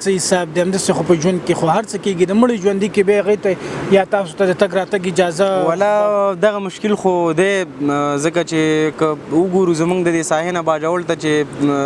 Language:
Pashto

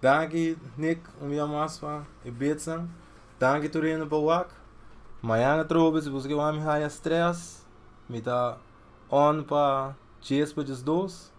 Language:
Papiamento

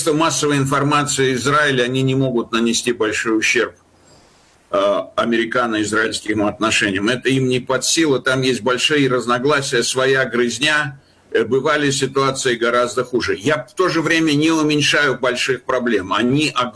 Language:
Russian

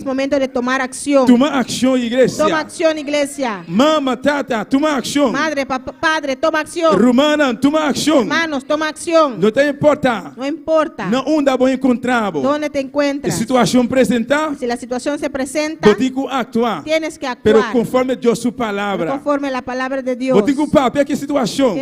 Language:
Papiamento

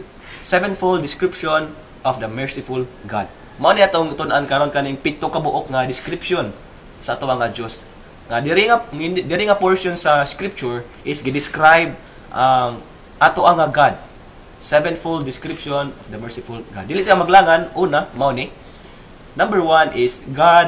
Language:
Cebuano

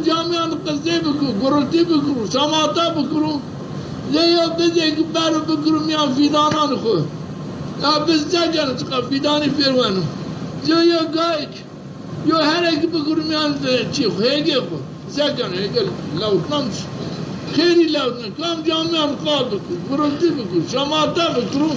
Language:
Zaza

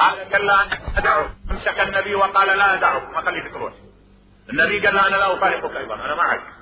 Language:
Mesopotamian Arabic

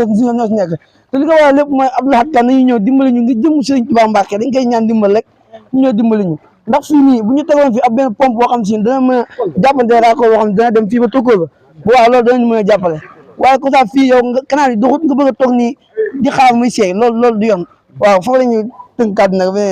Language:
Wolof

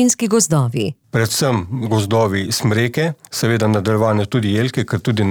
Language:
Slovenian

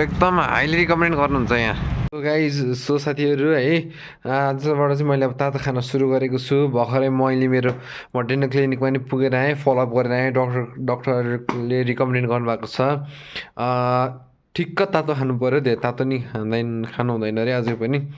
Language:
Nepali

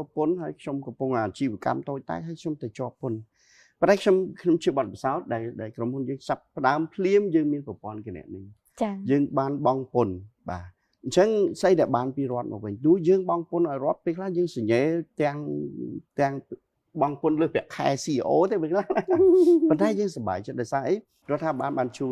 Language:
Khmer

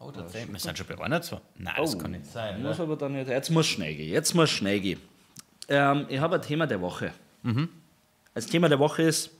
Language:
Bavarian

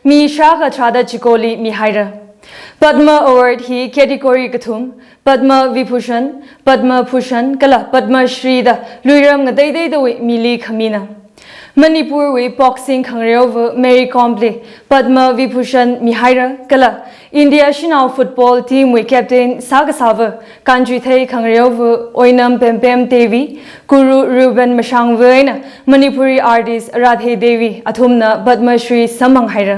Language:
Tangkhul Naga (India)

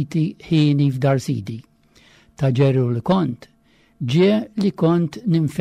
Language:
Maltese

